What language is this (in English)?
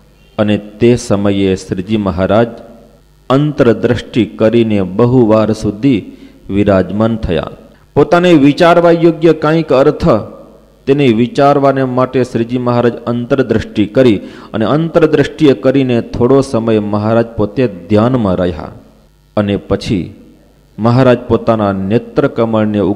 Gujarati